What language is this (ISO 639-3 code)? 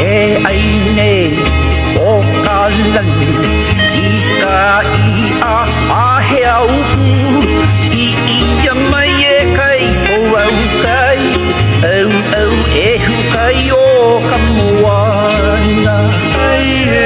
haw